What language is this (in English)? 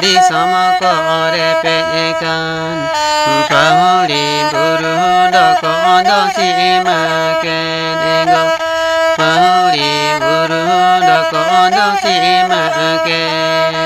Santali